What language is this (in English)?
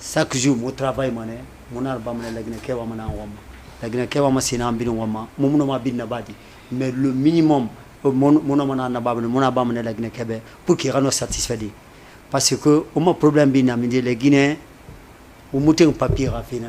Fula